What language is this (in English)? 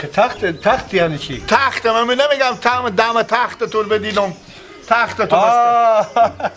Persian